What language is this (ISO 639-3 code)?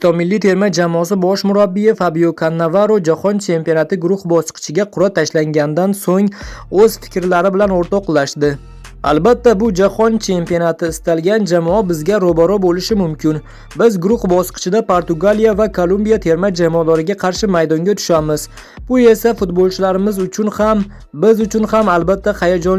uzb